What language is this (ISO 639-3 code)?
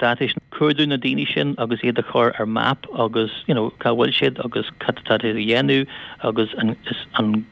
gle